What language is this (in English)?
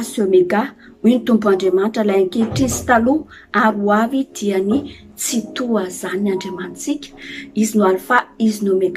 Malagasy